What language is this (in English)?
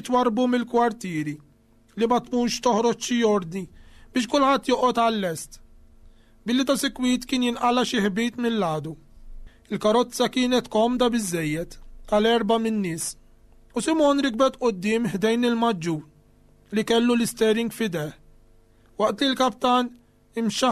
Maltese